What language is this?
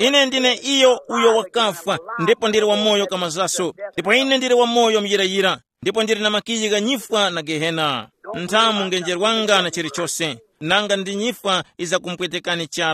Tumbuka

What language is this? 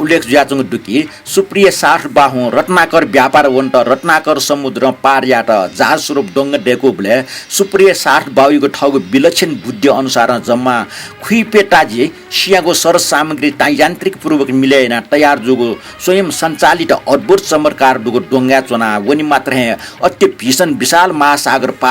Newari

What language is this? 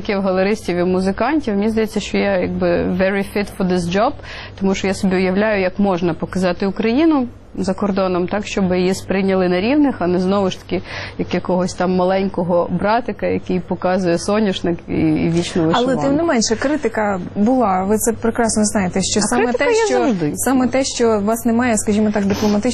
Ukrainian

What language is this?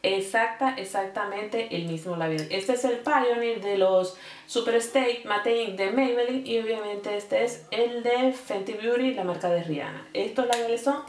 Spanish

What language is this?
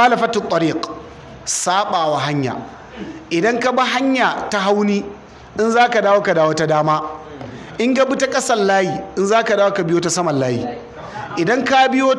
Hausa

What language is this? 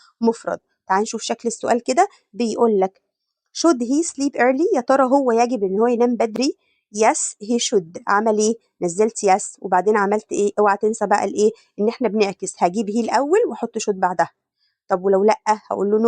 Egyptian Arabic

